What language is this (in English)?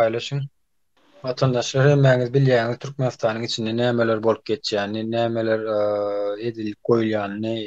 Turkmen